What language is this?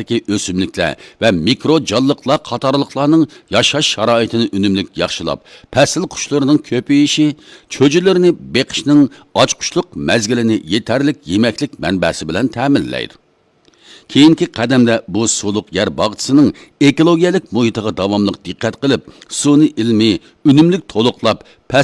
Uyghur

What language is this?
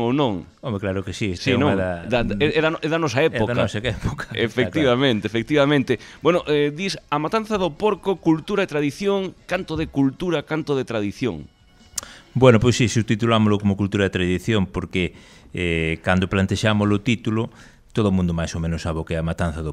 Galician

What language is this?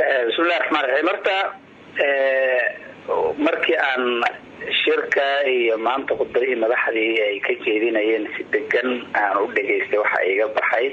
Somali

